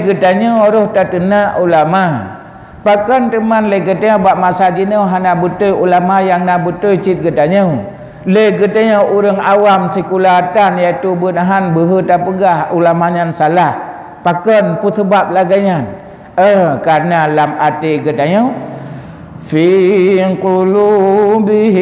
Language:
Achinese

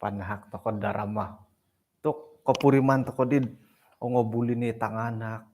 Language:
Central Dusun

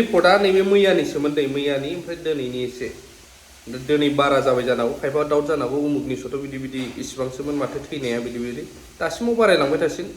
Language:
Bodo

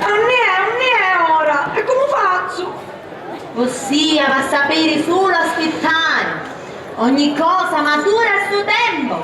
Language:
Sicilian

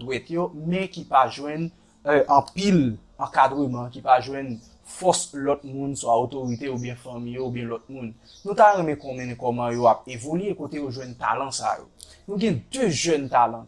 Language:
Haitian Creole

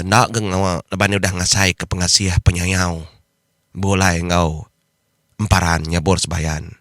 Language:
Iban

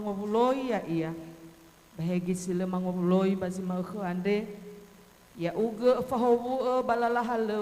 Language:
Nias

